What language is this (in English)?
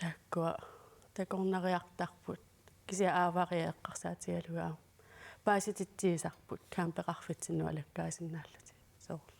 Kalaallisut